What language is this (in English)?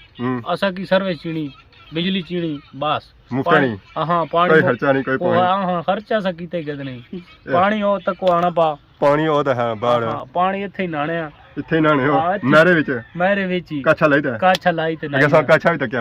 Pahari-Potwari